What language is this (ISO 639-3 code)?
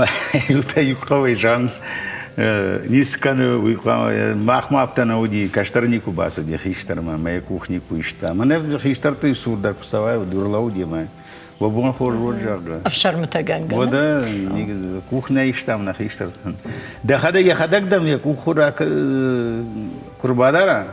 oss